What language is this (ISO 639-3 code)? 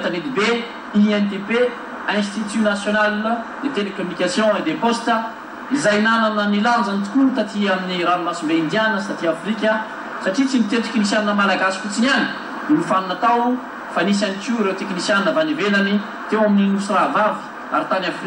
mlg